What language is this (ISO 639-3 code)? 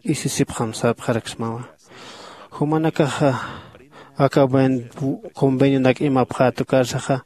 aym